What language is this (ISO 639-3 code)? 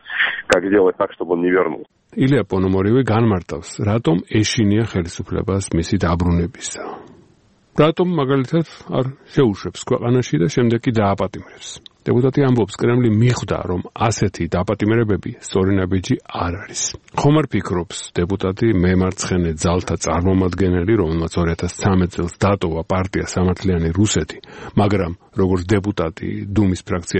kat